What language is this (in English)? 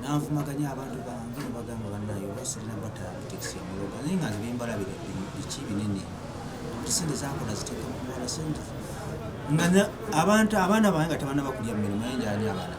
Ganda